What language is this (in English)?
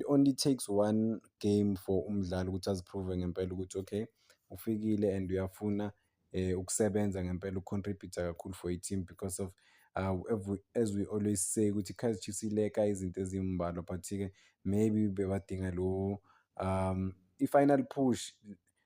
Zulu